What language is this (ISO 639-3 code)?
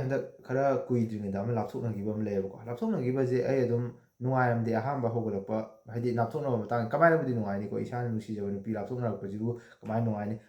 mni